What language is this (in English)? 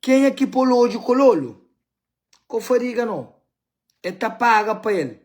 Kabuverdianu